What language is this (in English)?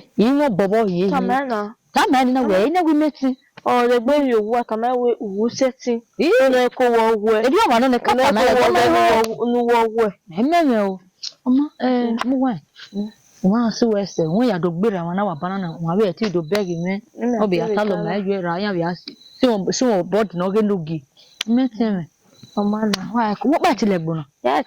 Bini